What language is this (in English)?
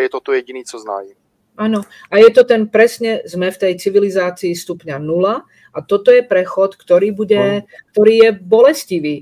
Slovak